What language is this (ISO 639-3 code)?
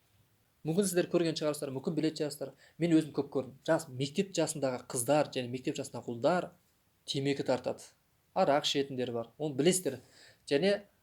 kaz